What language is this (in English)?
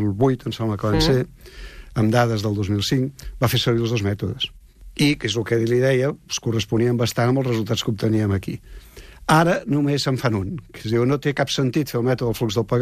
Catalan